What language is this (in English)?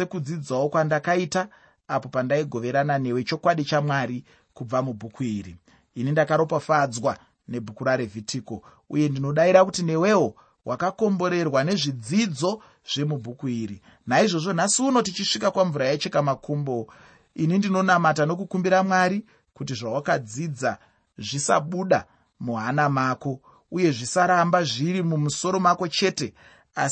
Shona